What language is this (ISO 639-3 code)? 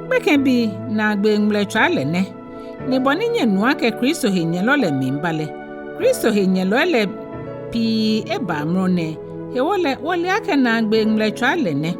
gaa